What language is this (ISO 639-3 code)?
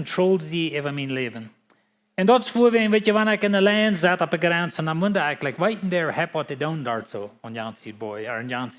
pdt